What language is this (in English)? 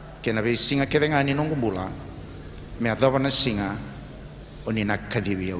Fijian